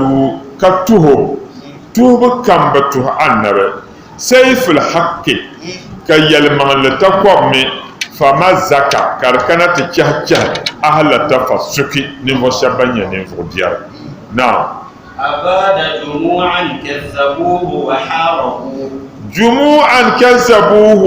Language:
Dagbani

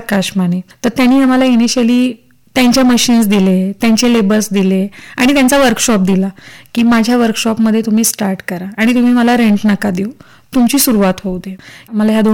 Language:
Marathi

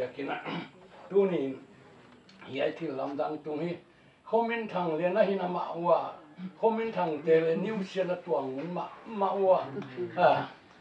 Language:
Paite Chin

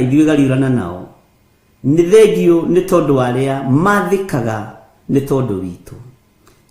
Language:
Kikuyu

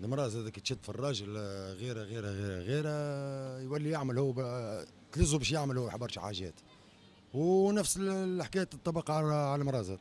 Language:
Tunisian Arabic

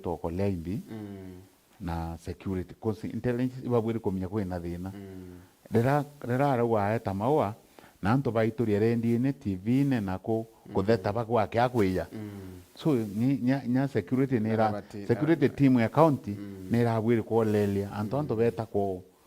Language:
Meru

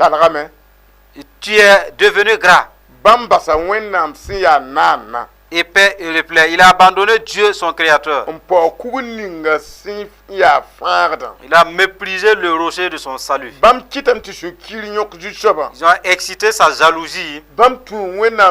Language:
Mossi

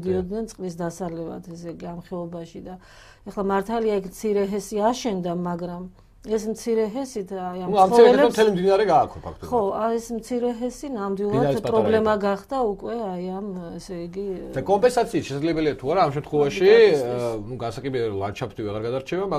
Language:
Georgian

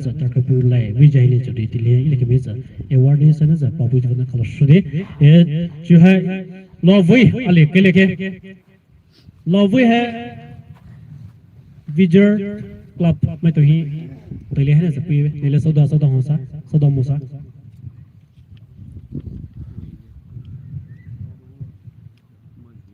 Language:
Poumei Naga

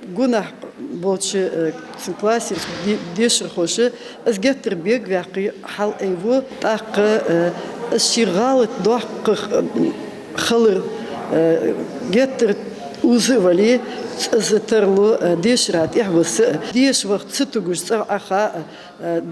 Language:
Ingush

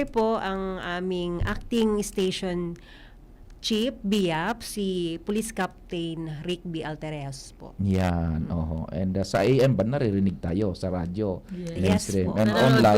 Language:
Bikol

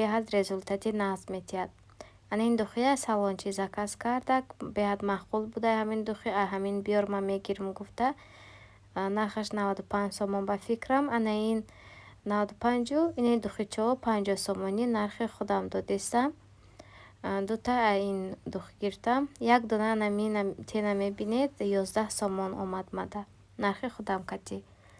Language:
Tajik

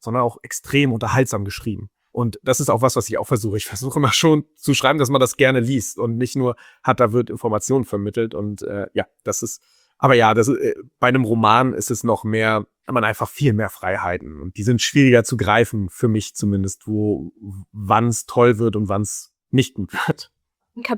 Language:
German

